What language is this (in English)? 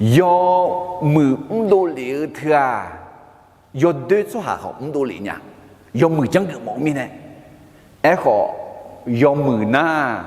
Akha